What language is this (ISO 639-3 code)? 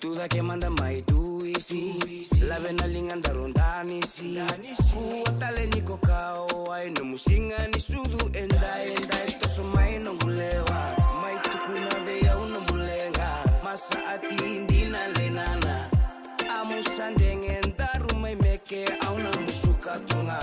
fij